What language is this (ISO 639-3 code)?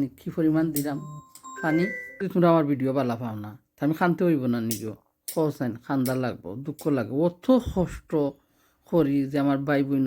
syl